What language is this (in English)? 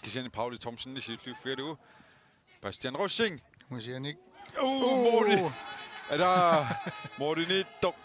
Kalaallisut